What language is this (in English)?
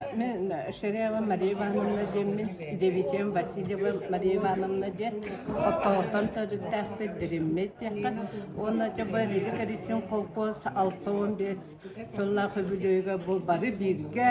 Yakut